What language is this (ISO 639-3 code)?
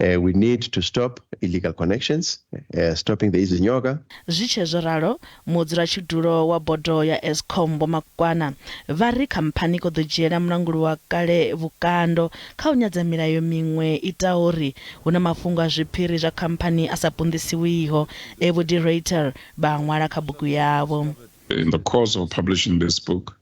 ven